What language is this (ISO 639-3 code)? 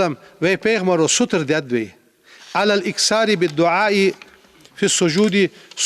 inh